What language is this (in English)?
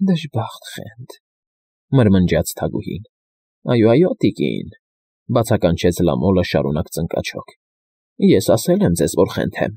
Armenian